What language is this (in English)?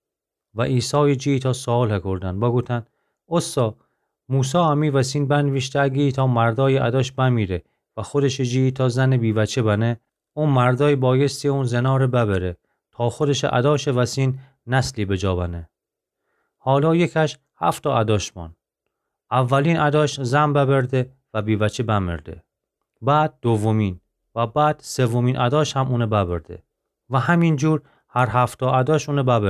Gilaki